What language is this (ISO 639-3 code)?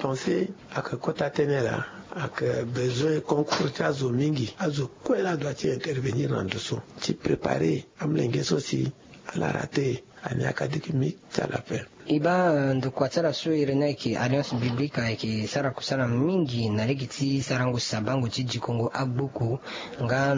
sag